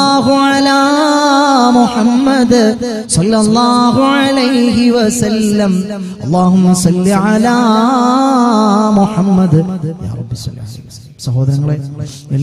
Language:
Malayalam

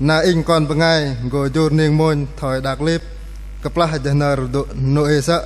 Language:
Bahnar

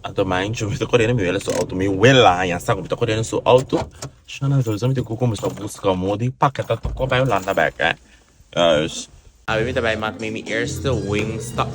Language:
Papiamento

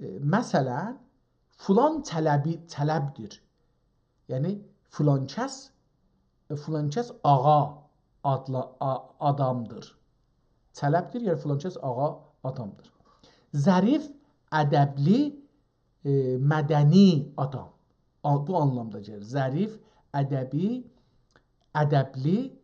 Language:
South Azerbaijani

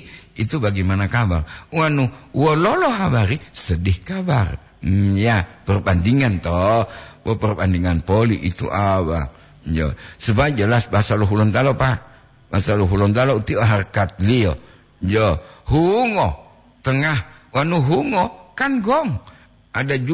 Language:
Gorontalo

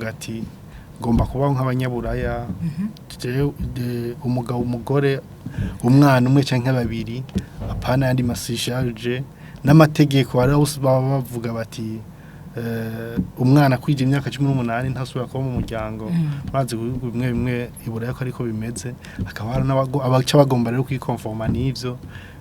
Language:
Rundi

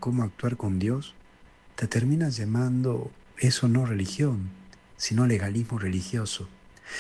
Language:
Spanish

